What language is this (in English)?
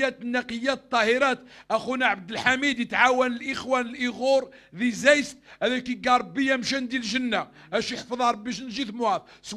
Moroccan Arabic